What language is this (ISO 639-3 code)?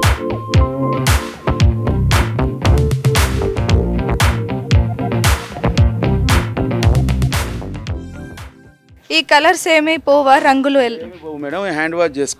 tel